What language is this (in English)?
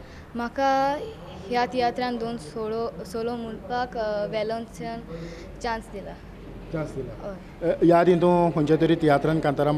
Konkani